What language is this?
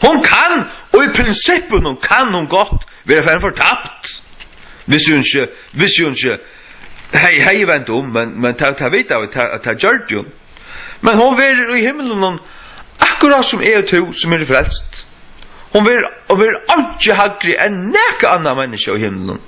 Faroese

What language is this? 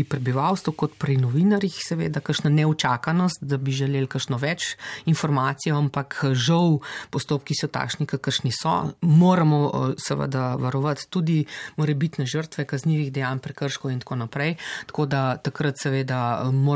Slovenian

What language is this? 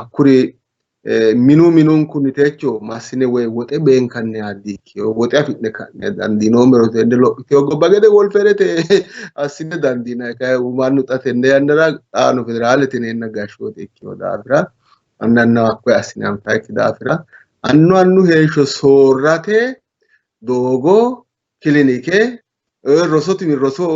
Sidamo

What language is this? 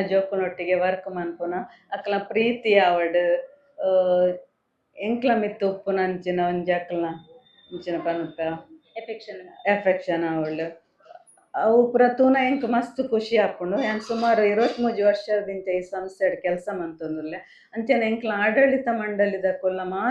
Tulu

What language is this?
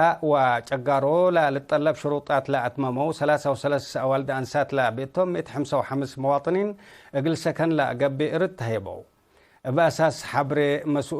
Tigre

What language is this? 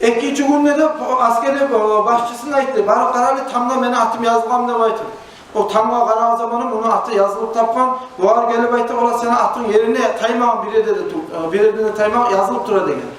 Kumyk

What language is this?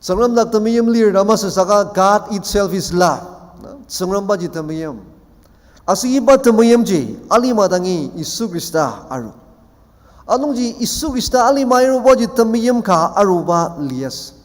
Ao Naga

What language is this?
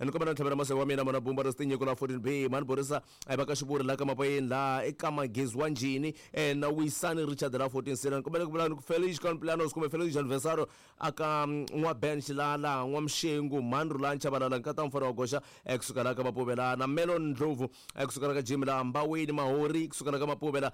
Tsonga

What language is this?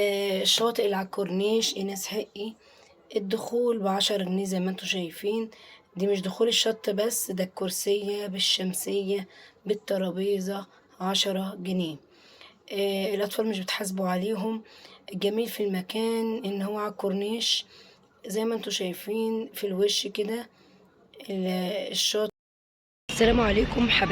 Egyptian Arabic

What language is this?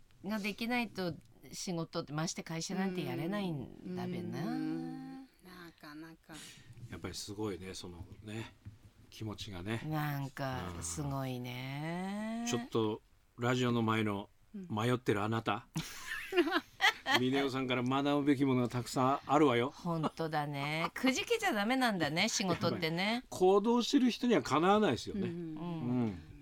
Japanese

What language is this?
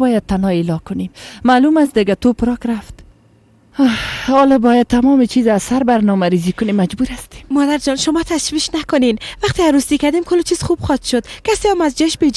Persian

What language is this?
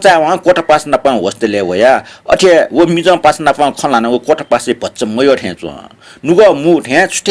Newari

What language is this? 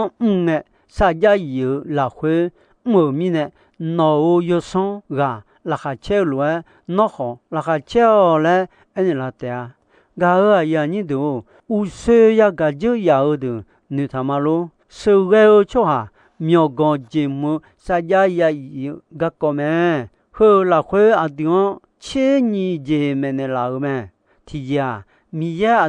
Akha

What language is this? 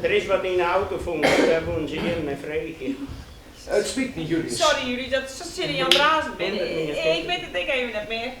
Western Frisian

